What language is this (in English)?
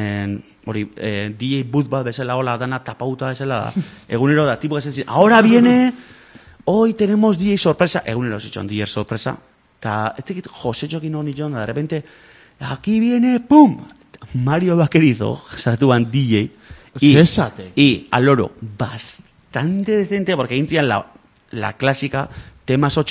Basque